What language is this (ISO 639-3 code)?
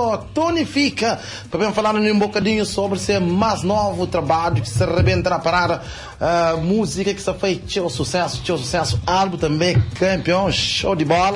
kea